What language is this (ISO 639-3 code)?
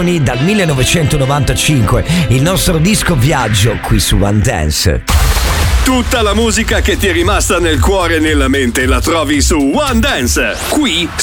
ita